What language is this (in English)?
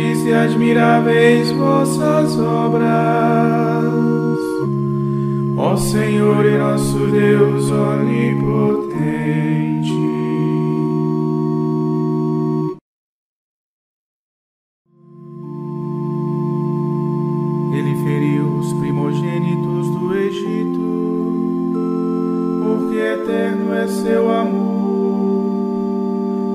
Portuguese